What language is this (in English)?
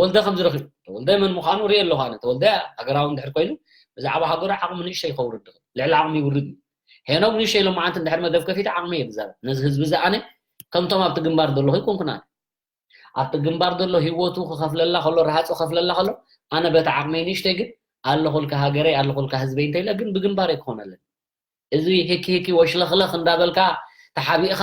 Tigrinya